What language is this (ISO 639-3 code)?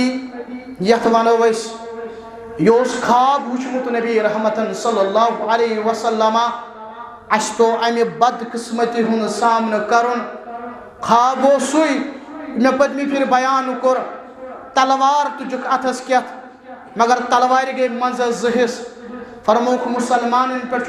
kas